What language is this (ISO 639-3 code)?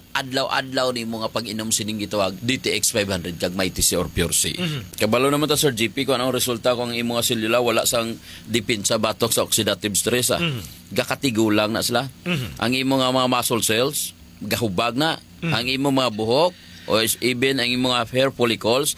hil